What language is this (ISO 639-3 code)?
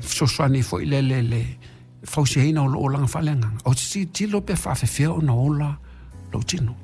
smo